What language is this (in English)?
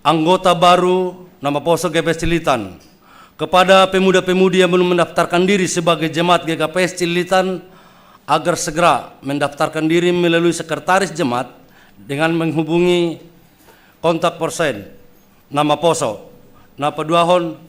Batak Simalungun